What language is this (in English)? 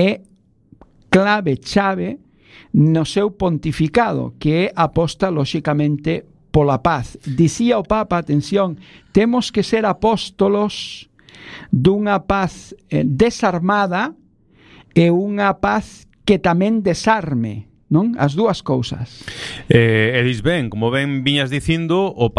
Galician